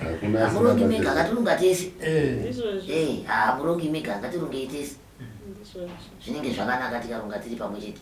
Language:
Shona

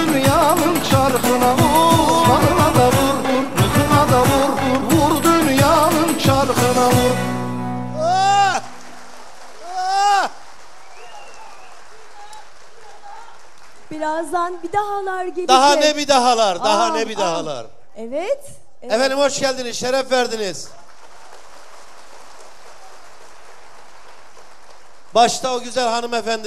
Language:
Turkish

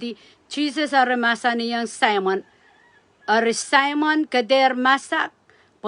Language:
Pohnpeian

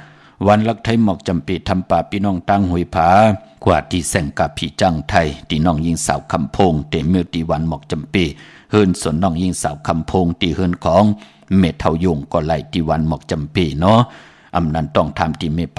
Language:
Shan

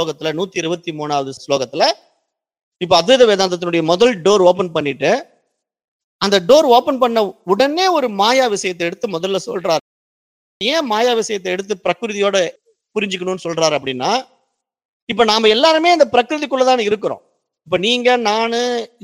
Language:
Tamil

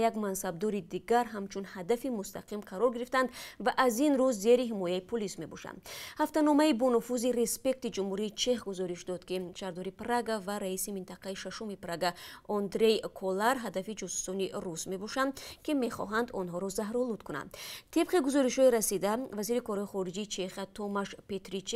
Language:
Tajik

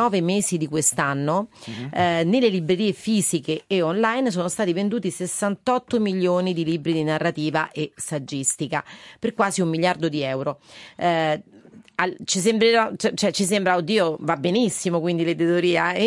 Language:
Italian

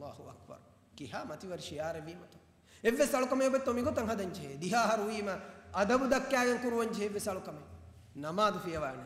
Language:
Divehi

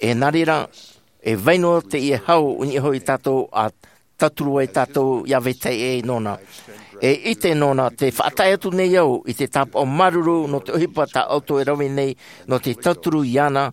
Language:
Tahitian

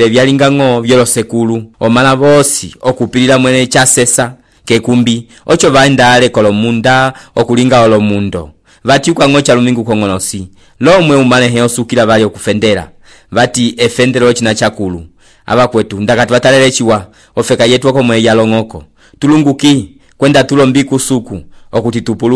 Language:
Umbundu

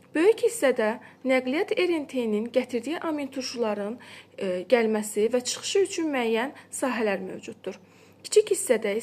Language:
Azerbaijani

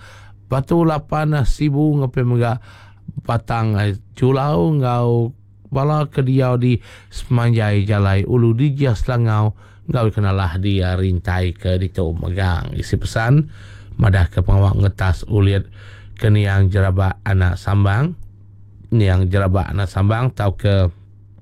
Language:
Iban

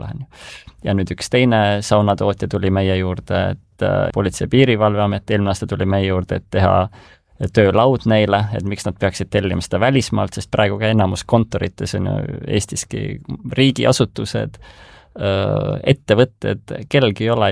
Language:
Estonian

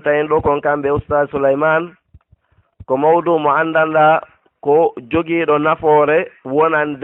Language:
Fula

